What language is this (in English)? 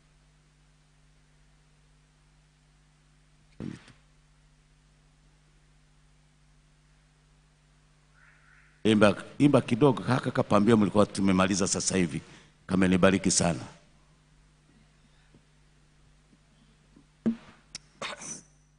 Swahili